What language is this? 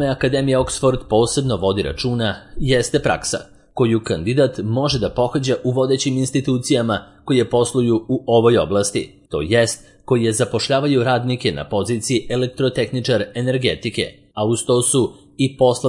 Serbian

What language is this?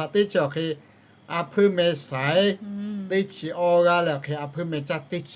Lahu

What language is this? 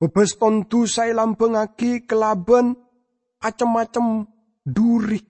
Madurese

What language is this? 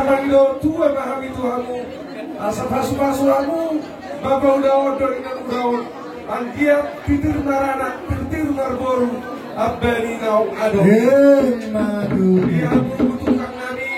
Batak Toba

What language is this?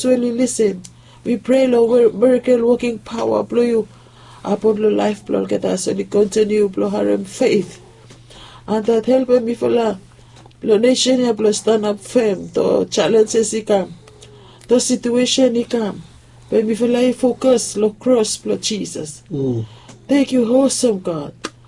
Bislama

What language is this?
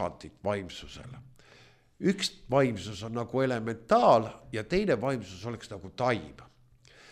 Estonian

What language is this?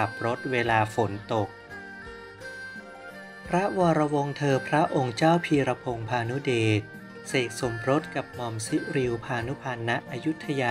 Thai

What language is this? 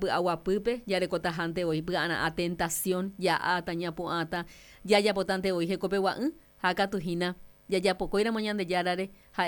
Guarani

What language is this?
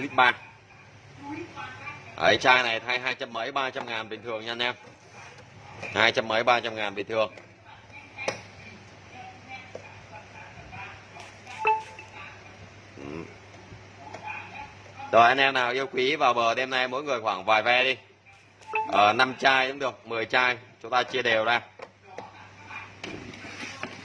Vietnamese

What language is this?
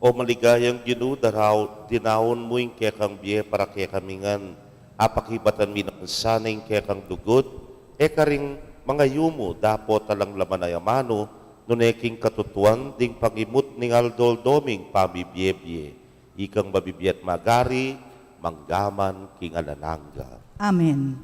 Pampanga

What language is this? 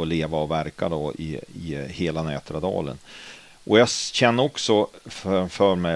Swedish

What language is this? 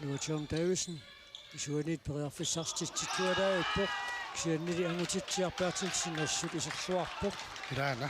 Kalaallisut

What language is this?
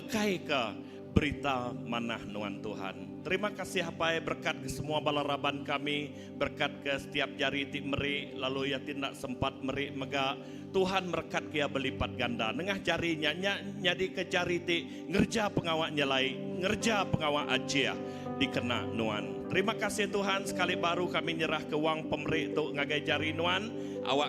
Iban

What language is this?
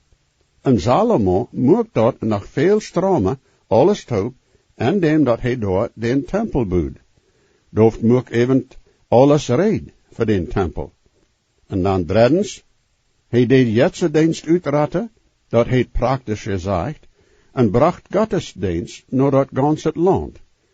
Plautdietsch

